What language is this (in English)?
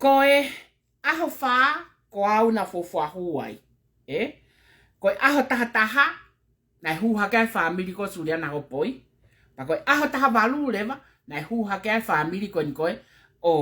Tongan